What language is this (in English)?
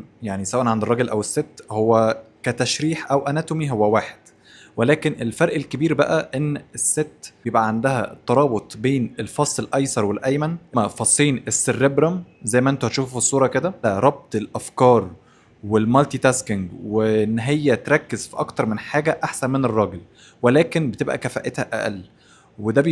Egyptian Arabic